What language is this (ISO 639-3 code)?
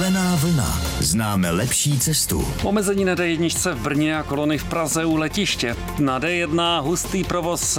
ces